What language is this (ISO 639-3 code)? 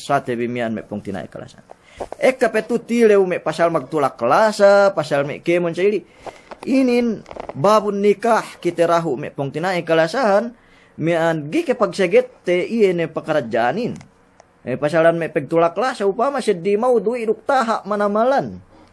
yka